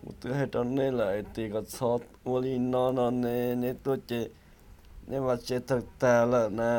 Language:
Hmong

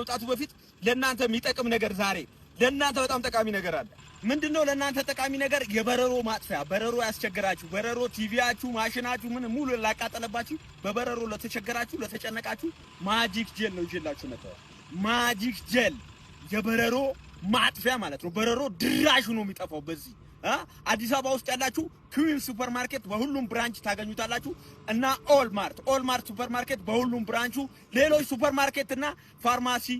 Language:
Amharic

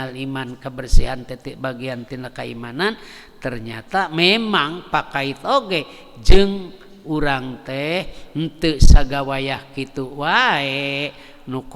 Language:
Sundanese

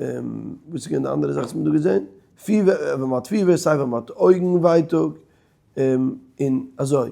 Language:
Yiddish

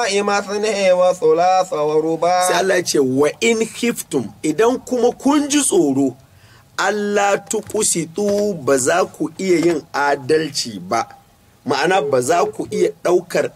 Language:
Hausa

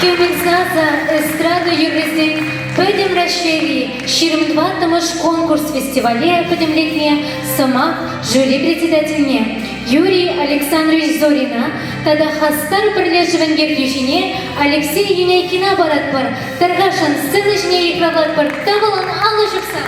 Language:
Chuvash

